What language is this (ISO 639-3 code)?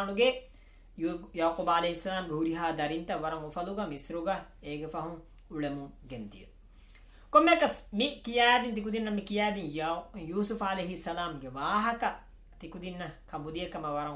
div